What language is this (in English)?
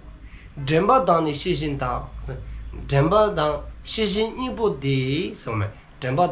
Dzongkha